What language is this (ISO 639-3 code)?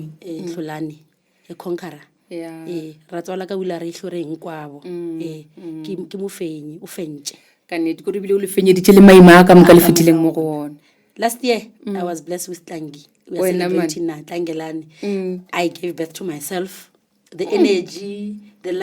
nso